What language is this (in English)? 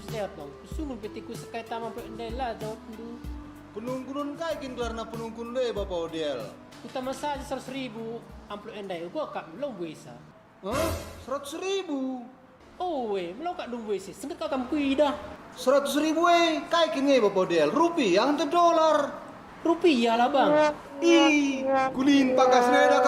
Batak Karo